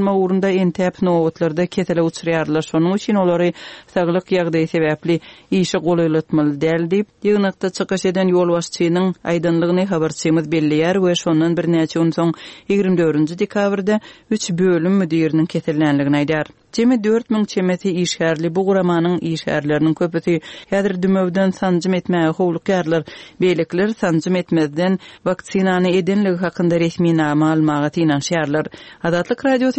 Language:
Turkmen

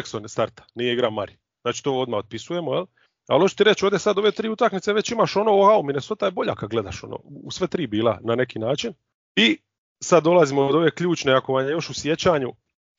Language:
Croatian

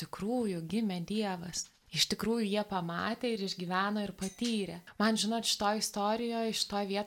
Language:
Lithuanian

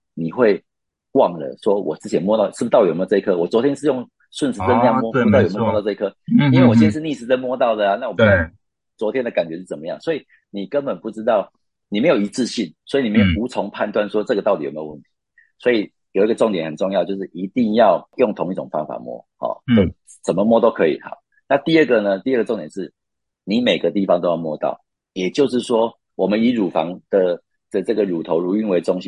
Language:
Chinese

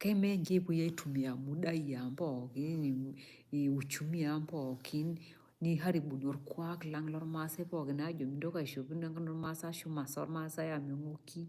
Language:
Masai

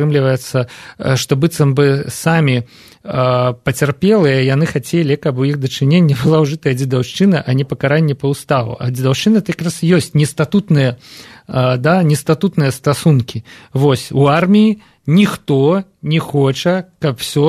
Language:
Belarusian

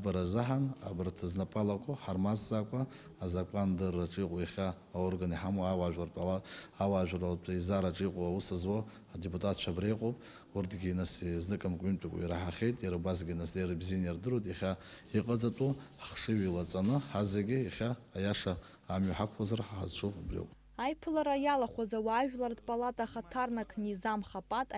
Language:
Abkhazian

